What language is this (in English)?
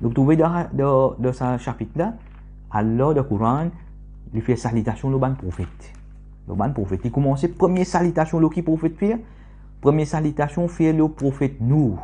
Morisyen